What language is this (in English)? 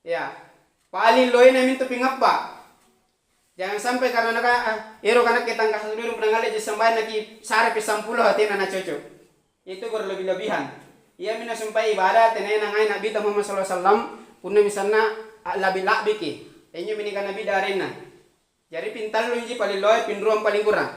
Makasar